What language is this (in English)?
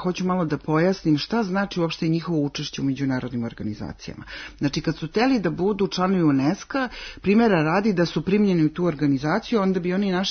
Serbian